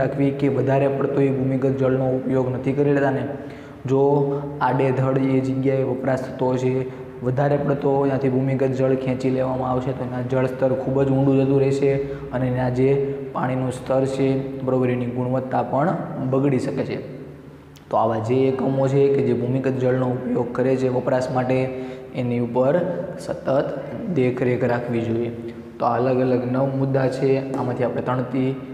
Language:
Gujarati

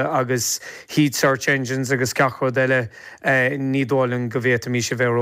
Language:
Irish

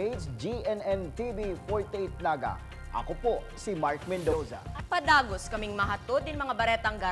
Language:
Bikol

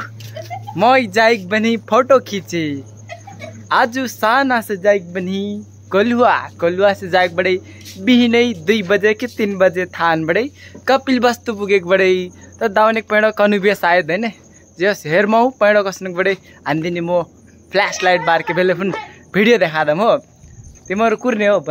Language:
Nepali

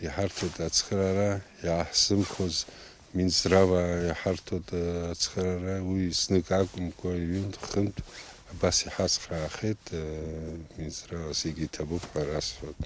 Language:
Abkhazian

